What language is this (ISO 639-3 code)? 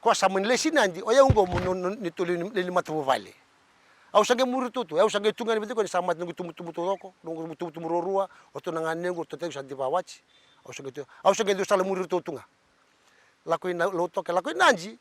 fij